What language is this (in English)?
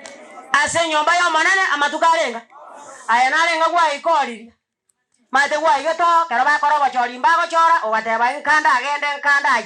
Gusii